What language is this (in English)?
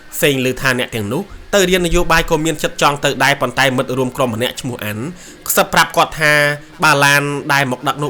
Khmer